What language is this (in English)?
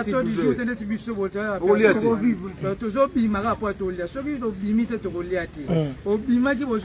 Lingala